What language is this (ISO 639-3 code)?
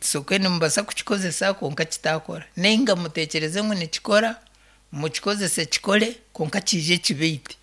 nyn